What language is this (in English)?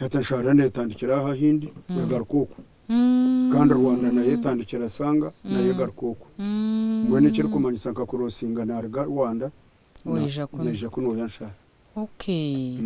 Nyankole